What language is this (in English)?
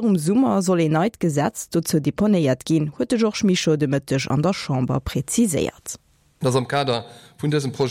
Luxembourgish